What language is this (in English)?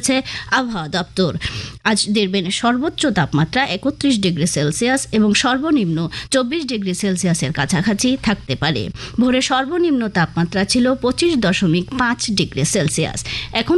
Bangla